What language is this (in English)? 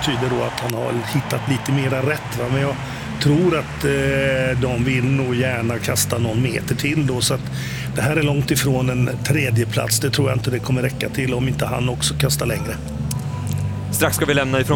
Swedish